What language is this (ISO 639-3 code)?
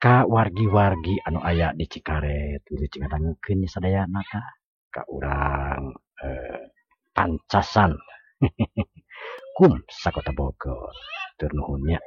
sun